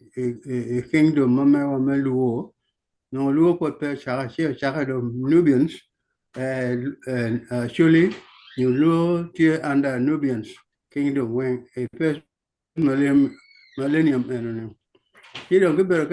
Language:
Acoli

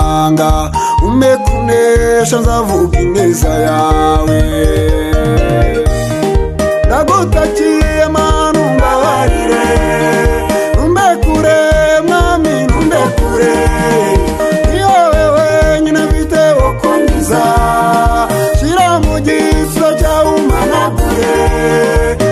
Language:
Kinyarwanda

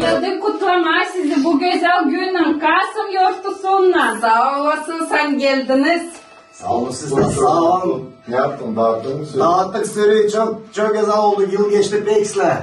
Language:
Gagauz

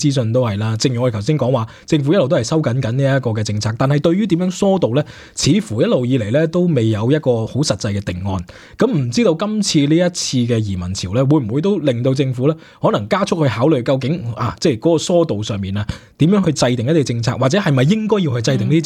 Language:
Cantonese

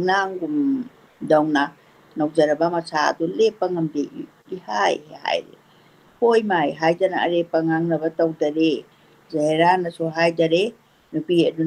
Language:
Manipuri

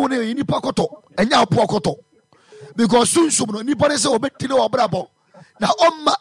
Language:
Akan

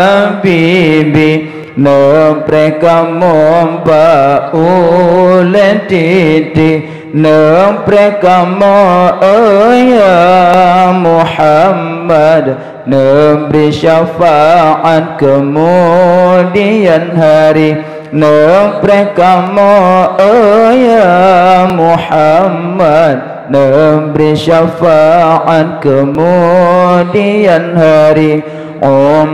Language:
Achinese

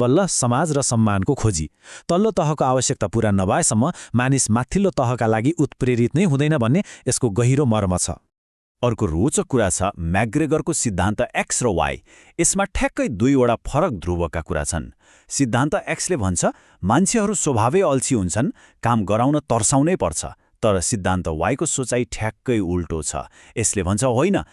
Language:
Nepali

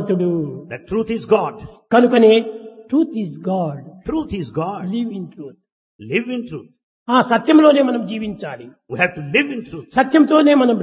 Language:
Telugu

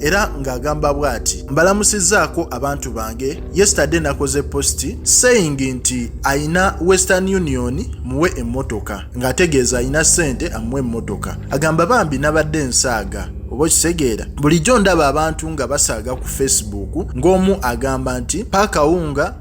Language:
Ganda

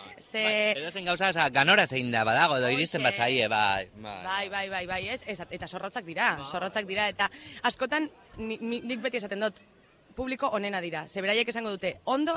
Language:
Basque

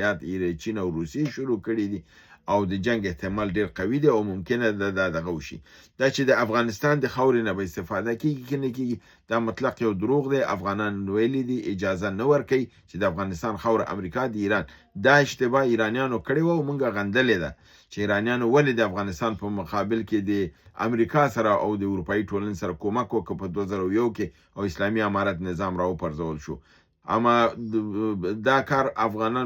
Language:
Pashto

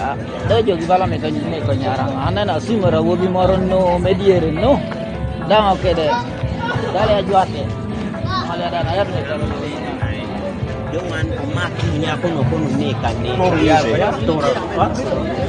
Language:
Kumam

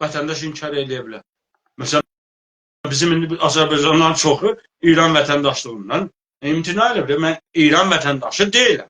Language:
South Azerbaijani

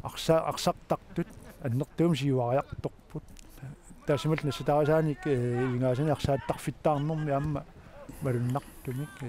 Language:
Kalaallisut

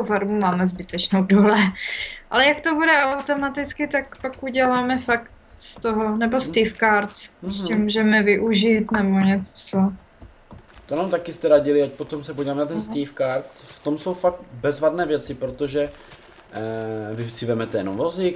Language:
Czech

